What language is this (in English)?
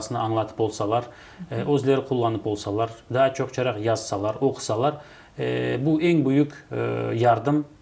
Crimean Tatar